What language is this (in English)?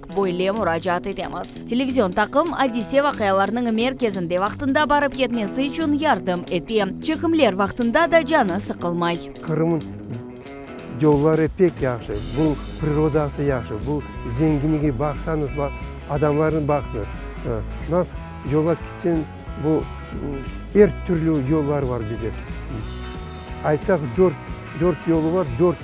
Crimean Tatar